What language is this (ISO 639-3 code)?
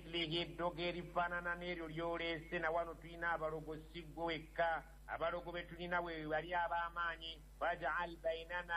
lug